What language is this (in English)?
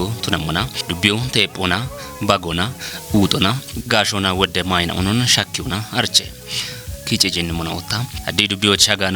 Kafa